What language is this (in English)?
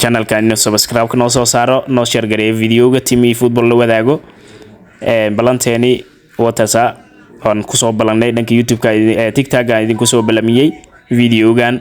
Somali